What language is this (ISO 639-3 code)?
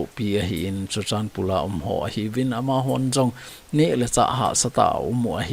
tcz